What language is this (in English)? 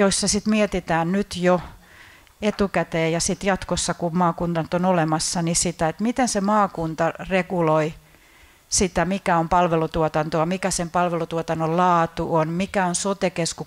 Finnish